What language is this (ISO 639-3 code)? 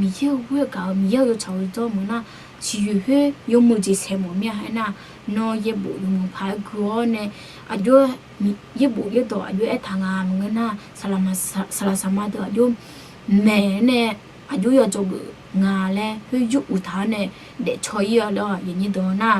ahk